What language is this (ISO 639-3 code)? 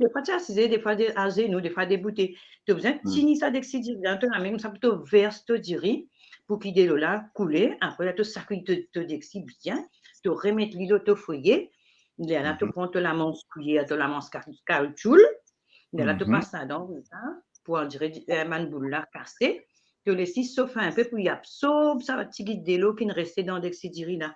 mfe